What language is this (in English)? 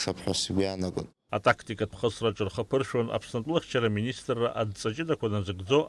Abkhazian